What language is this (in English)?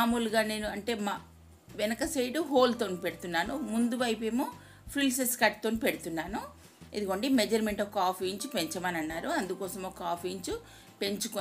Telugu